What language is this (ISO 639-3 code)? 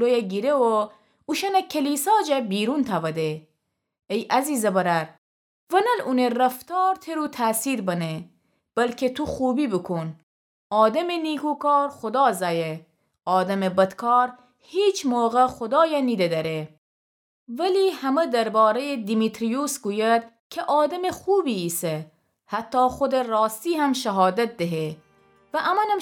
glk